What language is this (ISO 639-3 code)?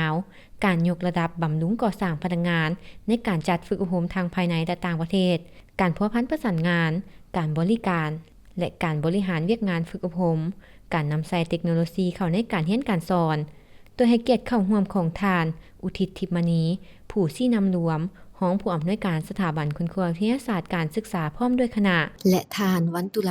lao